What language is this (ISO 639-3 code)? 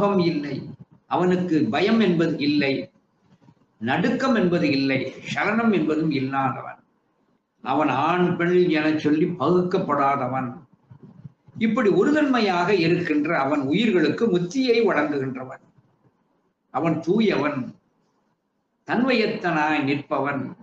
tam